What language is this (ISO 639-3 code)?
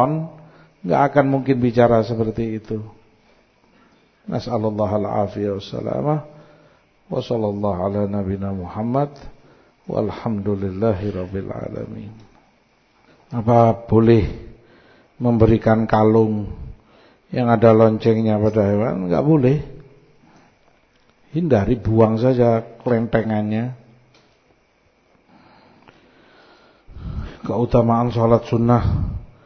ind